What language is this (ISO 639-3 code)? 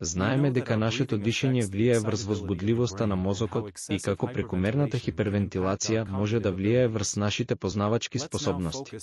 mkd